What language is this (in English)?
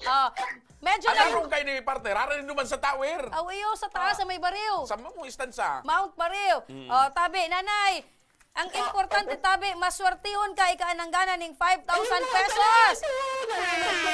Bikol